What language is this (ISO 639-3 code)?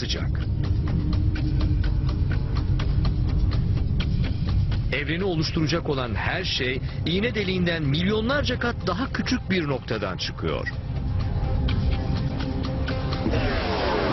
tur